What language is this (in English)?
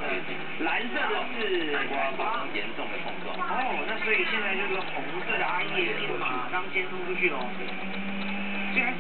Chinese